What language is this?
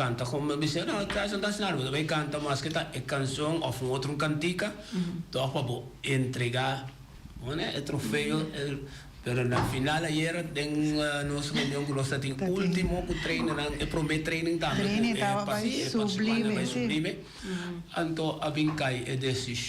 Papiamento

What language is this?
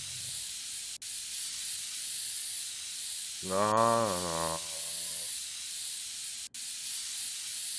German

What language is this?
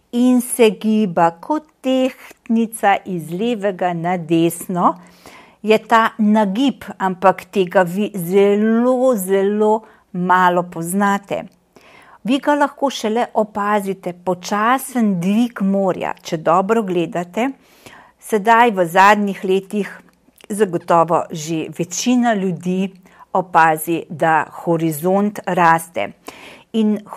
Slovenian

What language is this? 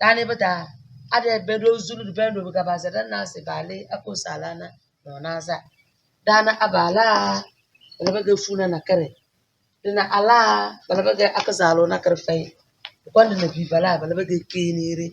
Tem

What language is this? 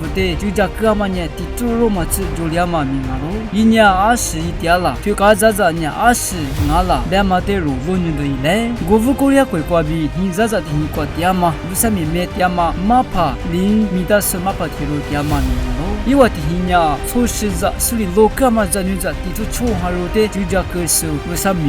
Lisu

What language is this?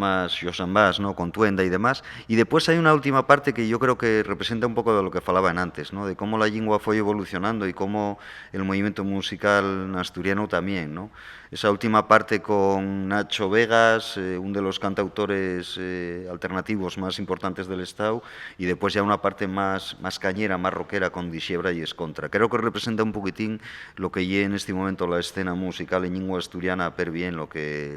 Asturian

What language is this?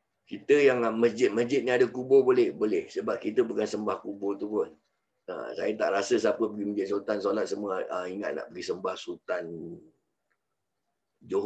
Malay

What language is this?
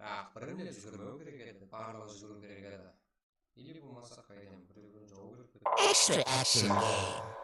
Kara-Kalpak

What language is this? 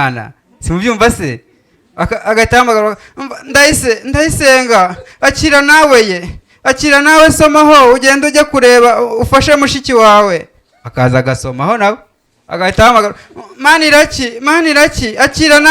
Kinyarwanda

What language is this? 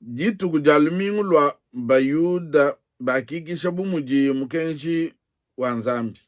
Luba-Lulua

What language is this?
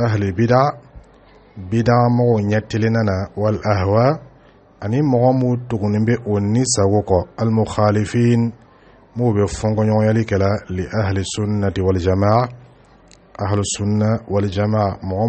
Dyula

